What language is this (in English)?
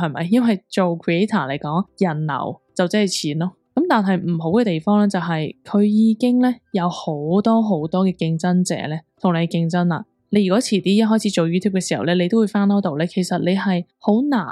Cantonese